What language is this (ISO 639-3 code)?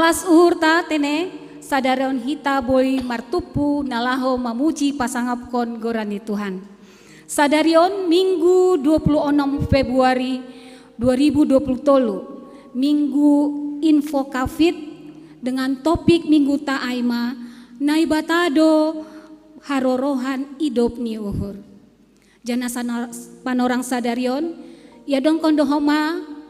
bts